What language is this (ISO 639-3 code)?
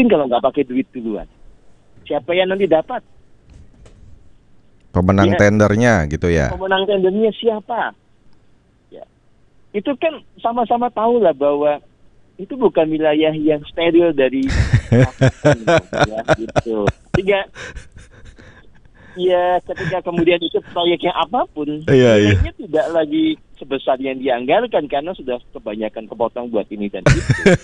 ind